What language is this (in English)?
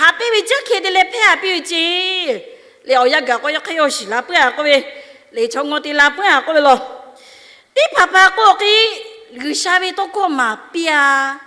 Lahu